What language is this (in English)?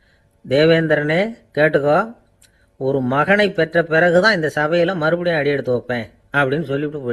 Tamil